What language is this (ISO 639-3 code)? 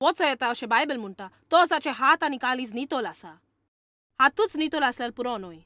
kok